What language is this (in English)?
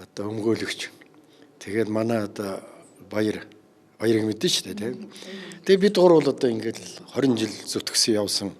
Mongolian